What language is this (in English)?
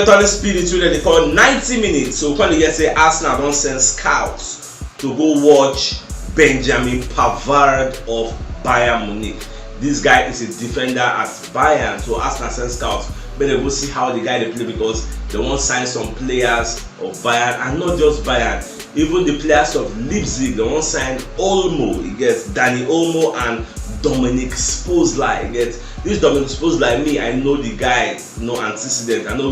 Nigerian Pidgin